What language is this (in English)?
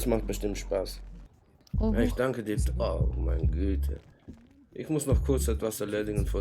Swiss German